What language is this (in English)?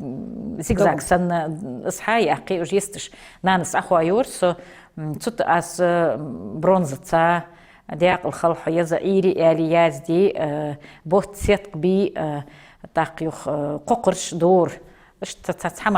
Ingush